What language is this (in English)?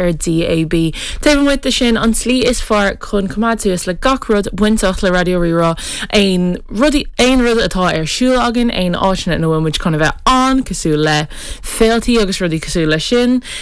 Irish